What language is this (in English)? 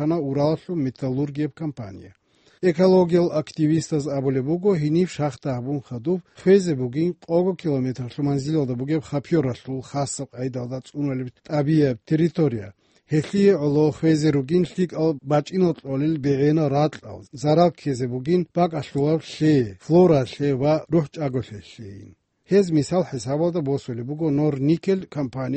Avaric